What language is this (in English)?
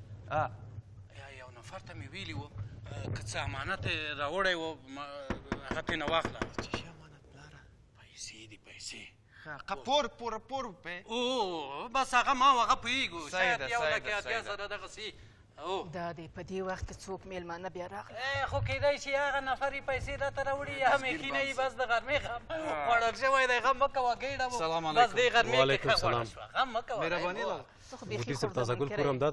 Pashto